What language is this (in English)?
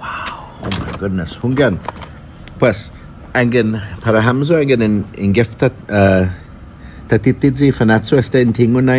Chamorro